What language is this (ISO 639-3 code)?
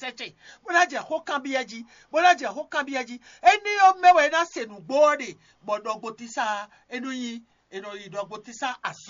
fon